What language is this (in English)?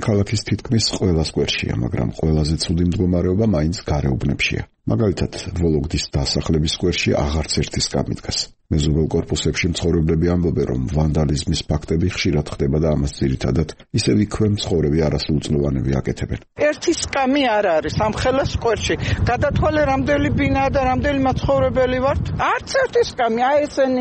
Georgian